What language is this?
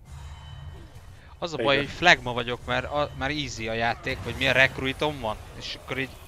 Hungarian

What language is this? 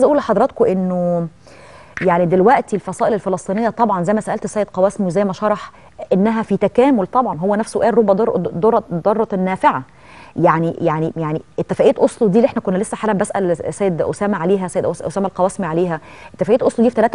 Egyptian Arabic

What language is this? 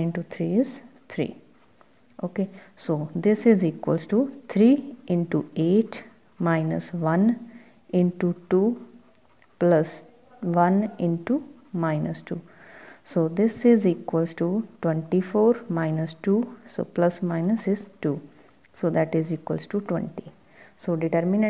Punjabi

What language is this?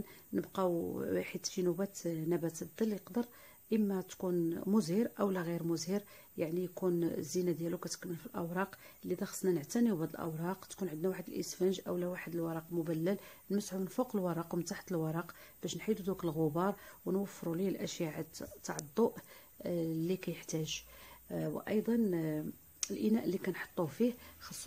Moroccan Arabic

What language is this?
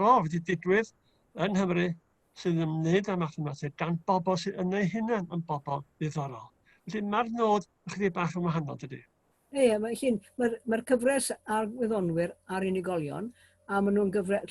Welsh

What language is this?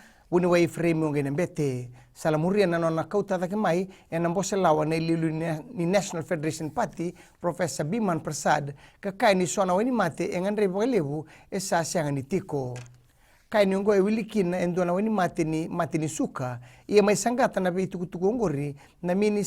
Fijian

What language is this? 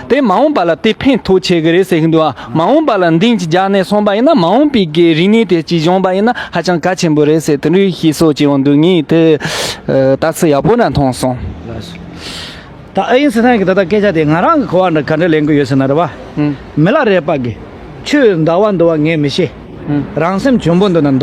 Tibetan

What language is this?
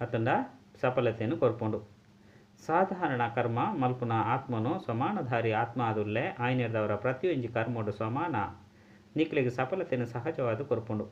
Tulu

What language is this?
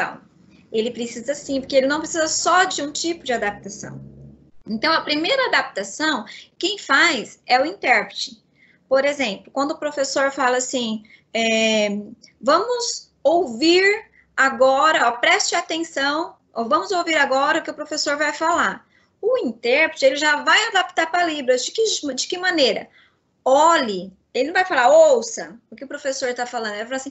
Portuguese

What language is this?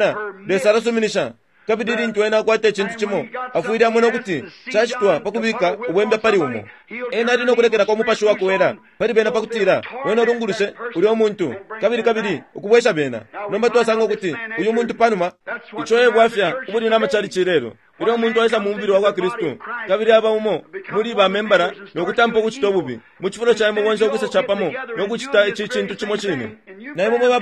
Bemba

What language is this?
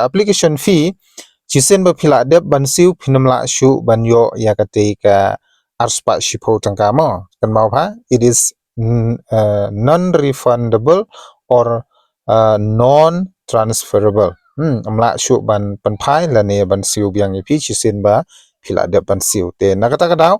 Khasi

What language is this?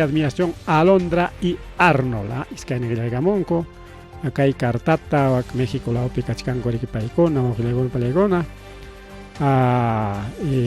Ayacucho Quechua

